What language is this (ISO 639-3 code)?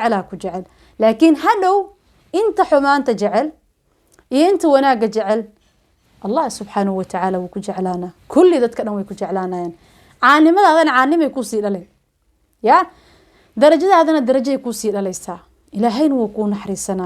som